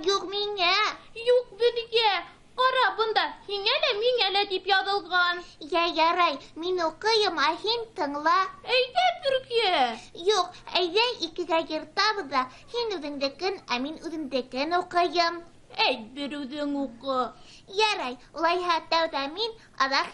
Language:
Bashkir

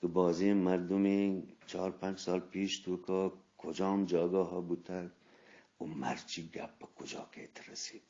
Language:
Eastern Balochi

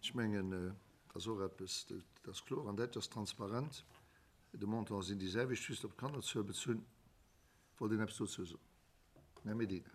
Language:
Luxembourgish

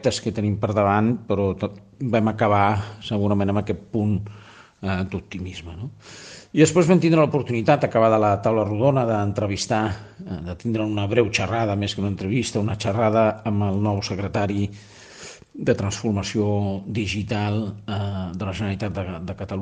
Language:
Catalan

